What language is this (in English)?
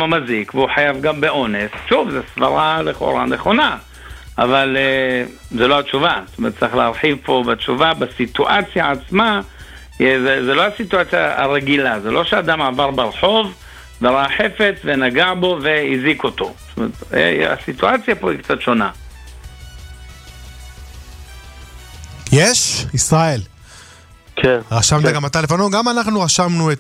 Hebrew